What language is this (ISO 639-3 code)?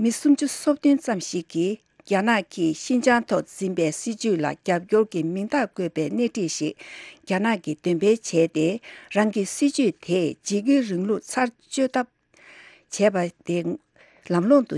bod